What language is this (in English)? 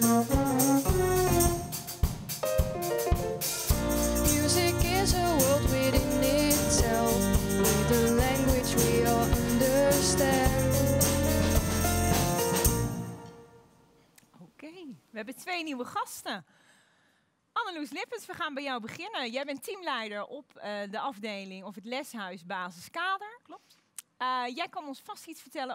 Dutch